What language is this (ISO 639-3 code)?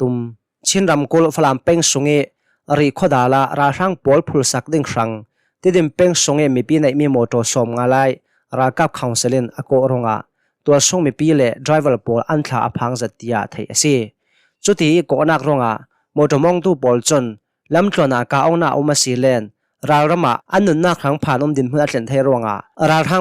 cnh